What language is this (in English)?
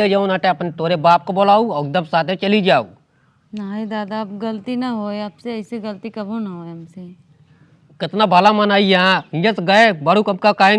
Awadhi